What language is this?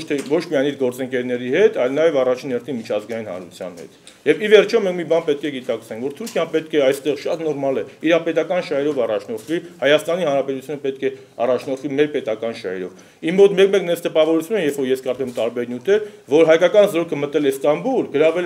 Armenian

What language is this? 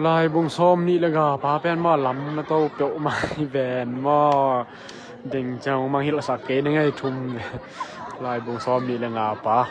Tedim Chin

